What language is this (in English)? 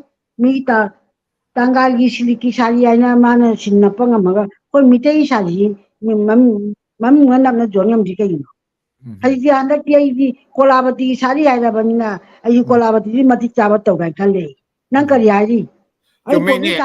Manipuri